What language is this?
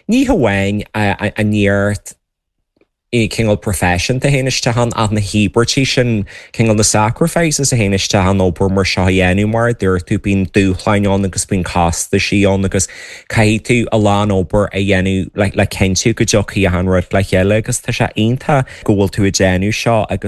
Irish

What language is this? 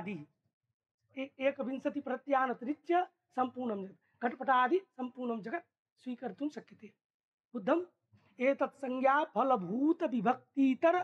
Sanskrit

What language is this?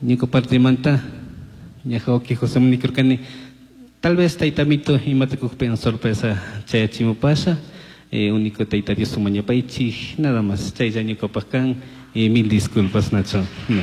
Chimborazo Highland Quichua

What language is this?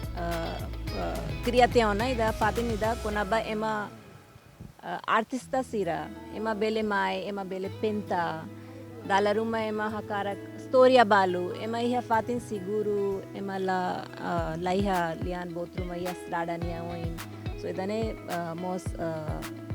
Tetum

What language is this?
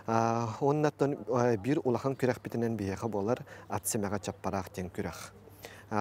Yakut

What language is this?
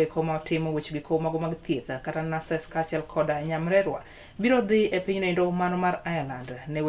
Luo (Kenya and Tanzania)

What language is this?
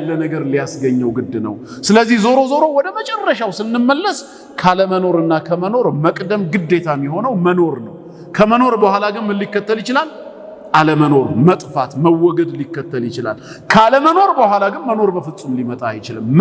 Amharic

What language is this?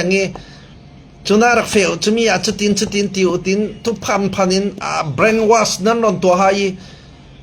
Falam Chin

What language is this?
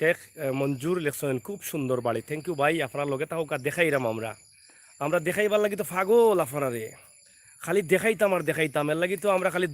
Sylheti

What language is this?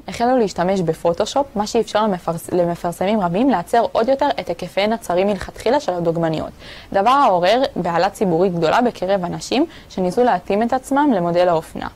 Hebrew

